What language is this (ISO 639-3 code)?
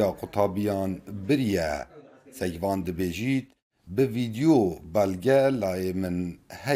kur